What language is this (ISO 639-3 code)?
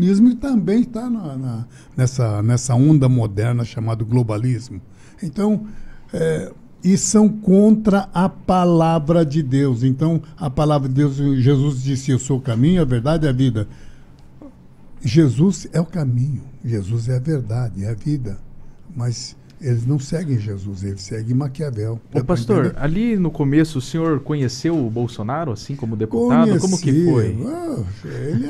por